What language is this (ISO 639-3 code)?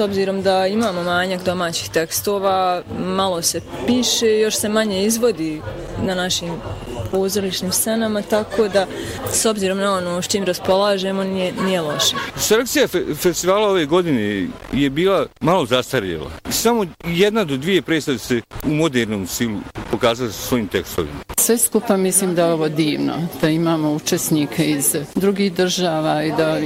bos